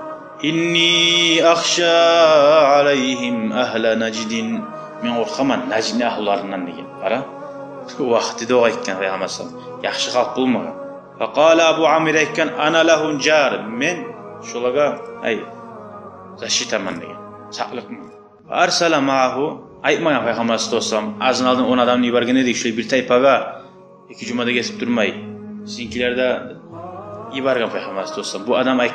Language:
Kumyk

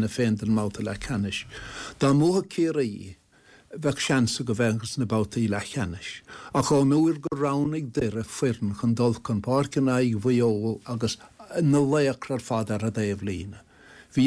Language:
Irish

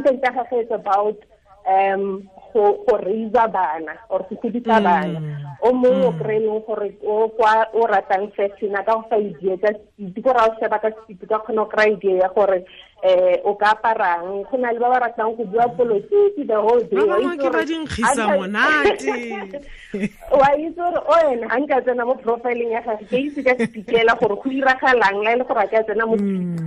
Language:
Tswana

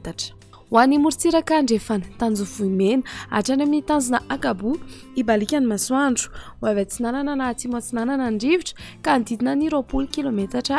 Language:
Malagasy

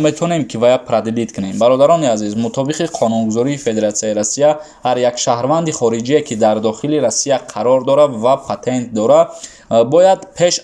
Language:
Tajik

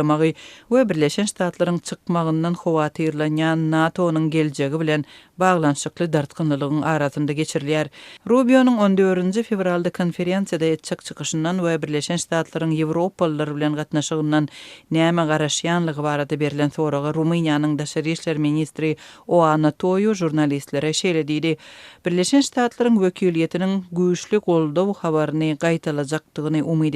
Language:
Turkmen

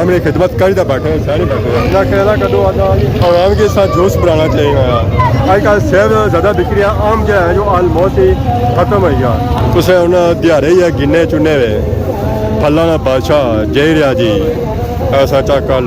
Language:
Pahari-Potwari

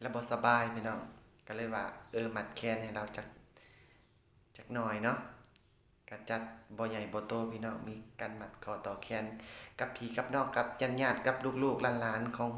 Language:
Lao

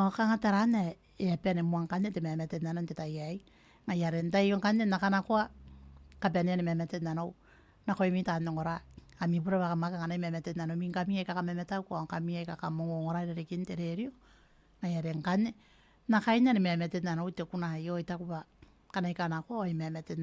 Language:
Gilbertese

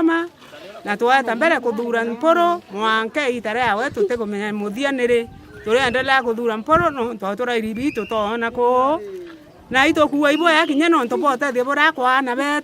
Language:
Meru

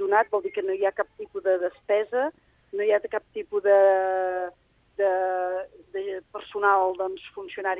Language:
Catalan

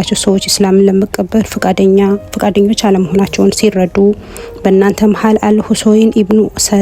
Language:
Amharic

